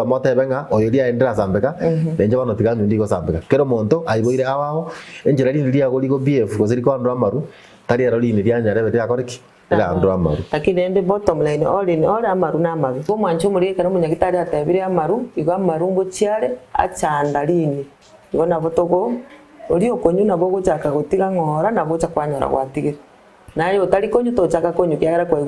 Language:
Gusii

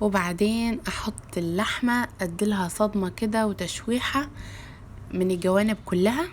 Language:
Egyptian Arabic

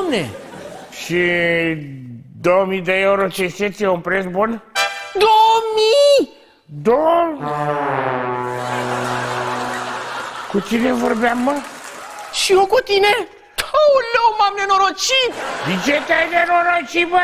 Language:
Romanian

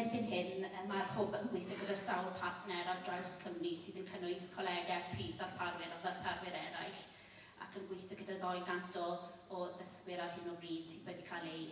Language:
Welsh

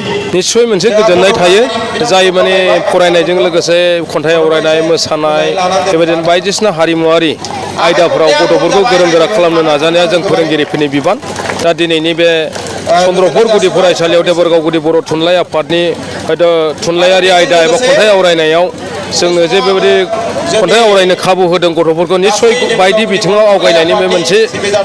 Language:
Bodo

